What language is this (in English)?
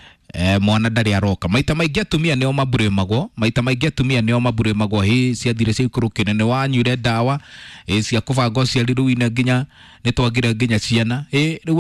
Kikuyu